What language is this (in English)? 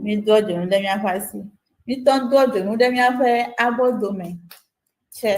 Ewe